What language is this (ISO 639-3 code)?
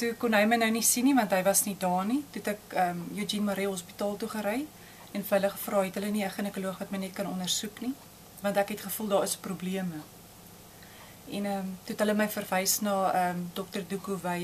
afr